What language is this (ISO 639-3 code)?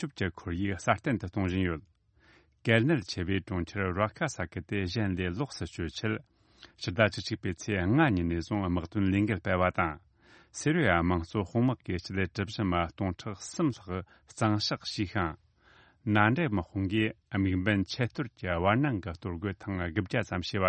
bod